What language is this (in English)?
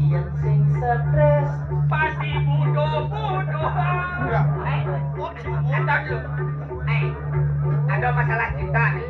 Balinese